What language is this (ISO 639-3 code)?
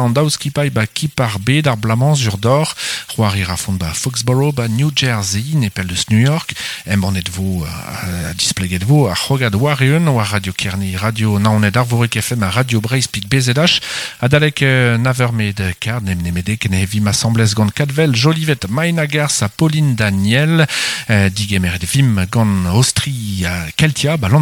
bre